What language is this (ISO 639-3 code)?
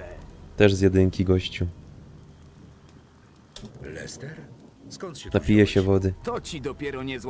pol